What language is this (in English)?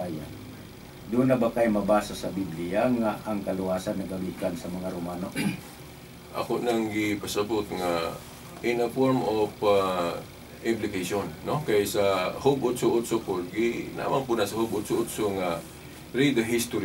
Cebuano